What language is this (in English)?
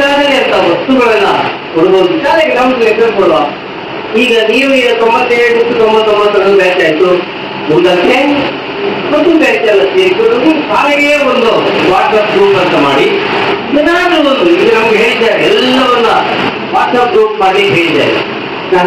Kannada